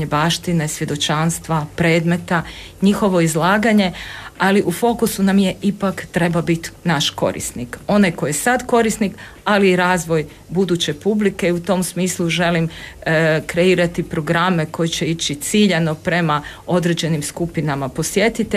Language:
Croatian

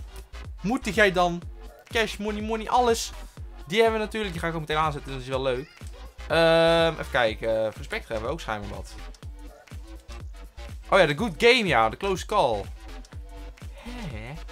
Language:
Dutch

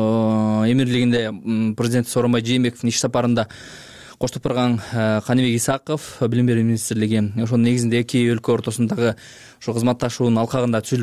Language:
Kyrgyz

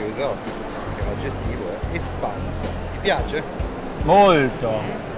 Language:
Italian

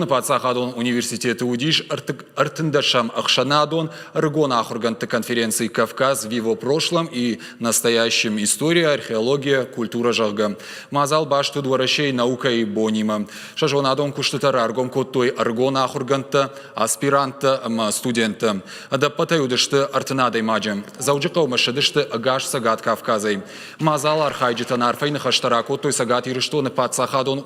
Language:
Ossetic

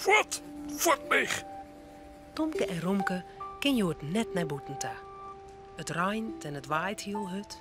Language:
Western Frisian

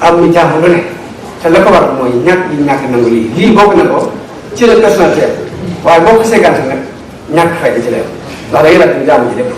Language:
Wolof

